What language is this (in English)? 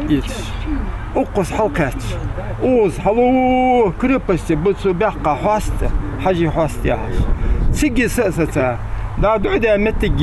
Ingush